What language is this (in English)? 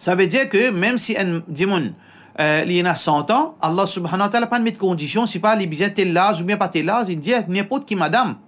Morisyen